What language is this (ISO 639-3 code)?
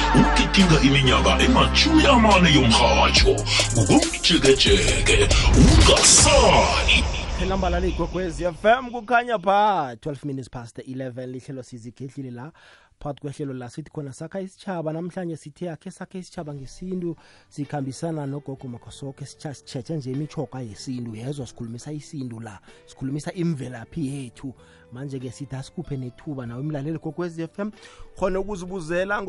nbl